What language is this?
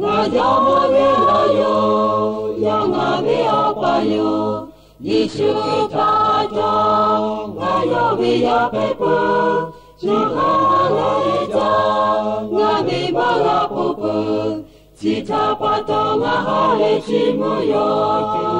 Lahu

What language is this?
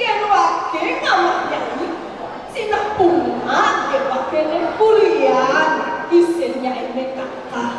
Balinese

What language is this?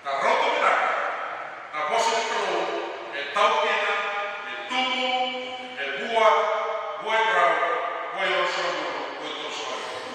Fijian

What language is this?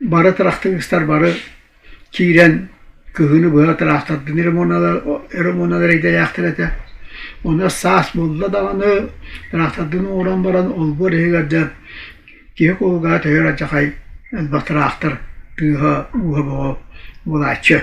Yakut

